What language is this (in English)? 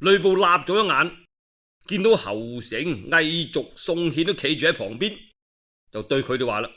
Cantonese